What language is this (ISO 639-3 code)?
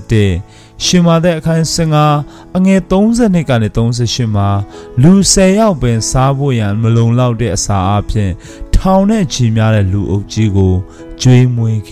mya